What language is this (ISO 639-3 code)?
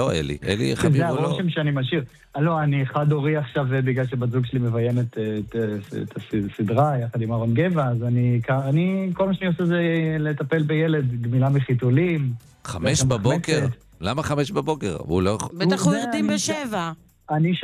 heb